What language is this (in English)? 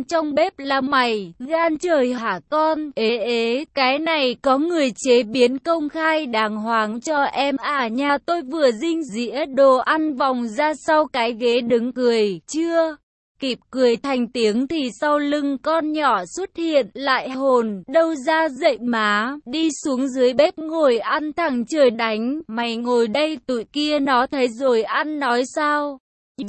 Vietnamese